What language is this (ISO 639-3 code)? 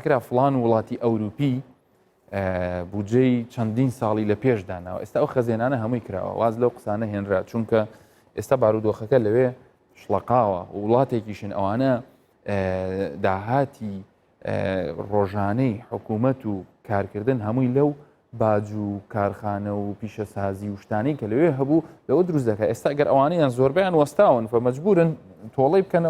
ckb